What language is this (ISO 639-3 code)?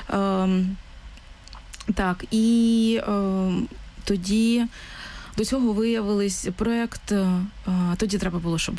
ukr